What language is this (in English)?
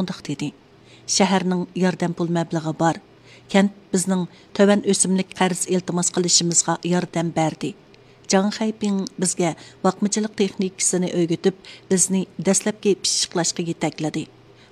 Uyghur